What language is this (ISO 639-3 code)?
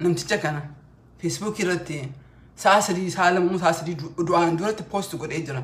orm